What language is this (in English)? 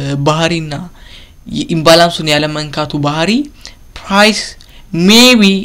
Amharic